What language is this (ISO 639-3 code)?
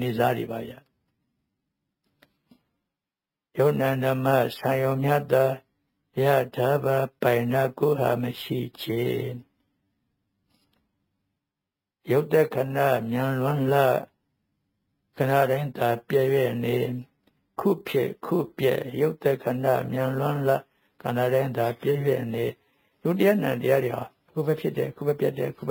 mya